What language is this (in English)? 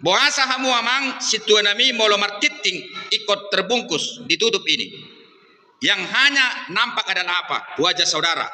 Batak Toba